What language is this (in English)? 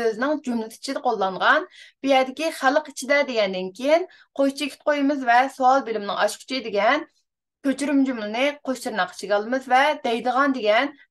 Uyghur